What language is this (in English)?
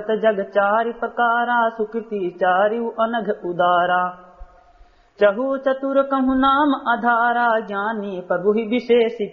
Awadhi